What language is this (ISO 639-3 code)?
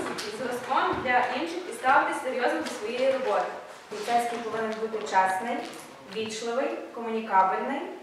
ukr